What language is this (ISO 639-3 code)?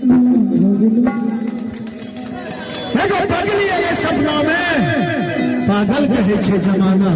mai